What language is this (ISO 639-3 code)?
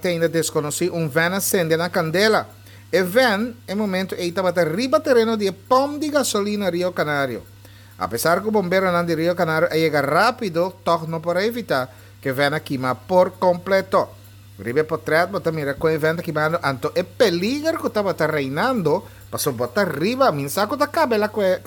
pap